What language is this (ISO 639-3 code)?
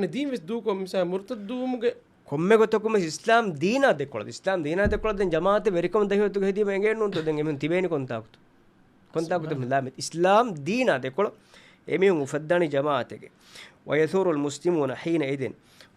div